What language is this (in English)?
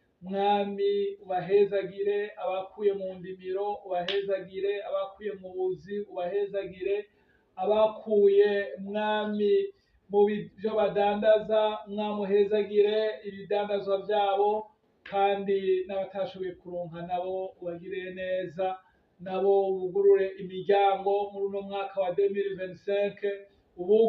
Rundi